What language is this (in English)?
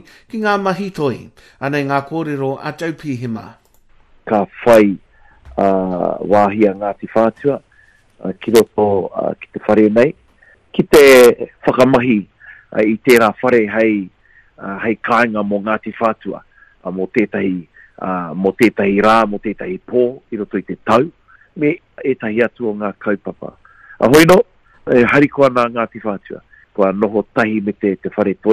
Māori